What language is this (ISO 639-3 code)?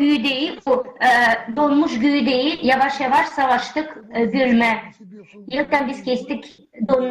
gag